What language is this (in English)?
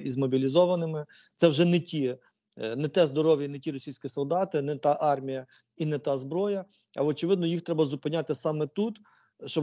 Ukrainian